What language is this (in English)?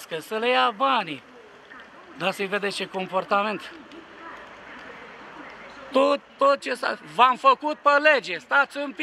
Romanian